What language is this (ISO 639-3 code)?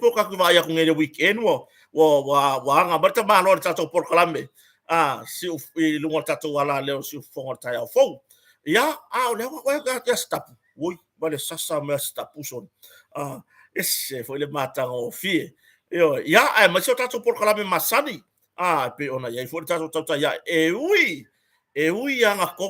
smo